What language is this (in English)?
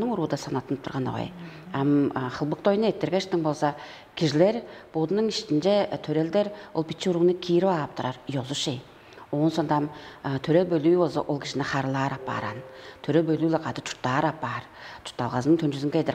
Tuvinian